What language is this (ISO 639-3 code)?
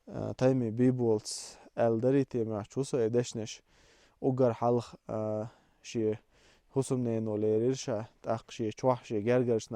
che